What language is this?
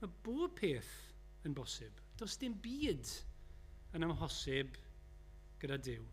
Welsh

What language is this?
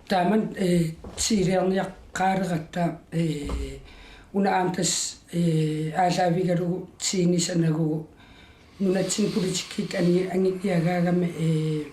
Kalaallisut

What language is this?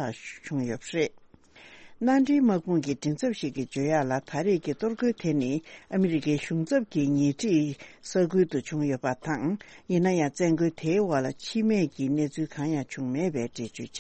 Tibetan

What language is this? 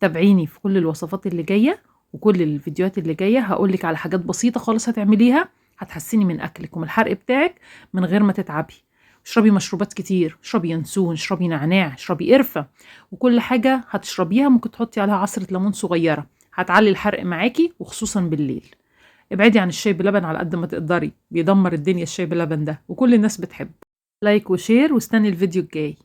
Egyptian Arabic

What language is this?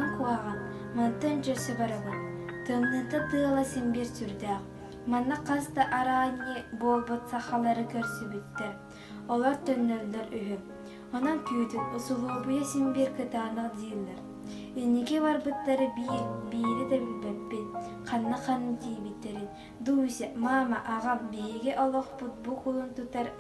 Yakut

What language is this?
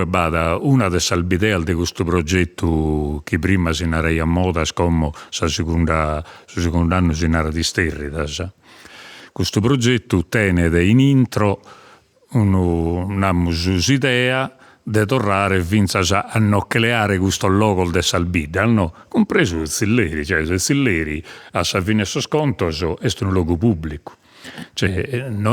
Sardinian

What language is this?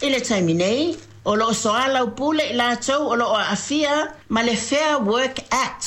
Samoan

